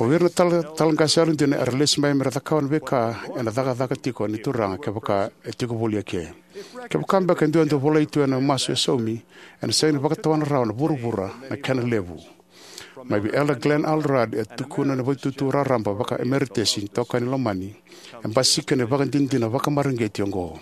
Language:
Fijian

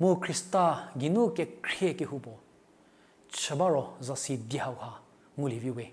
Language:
Angami Naga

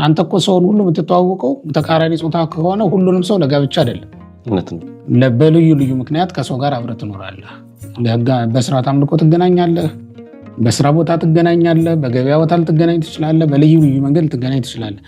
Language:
Amharic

